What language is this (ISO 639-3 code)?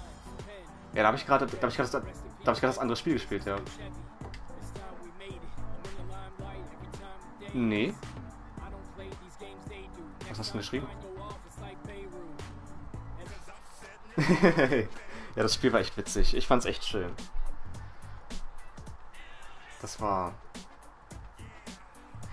deu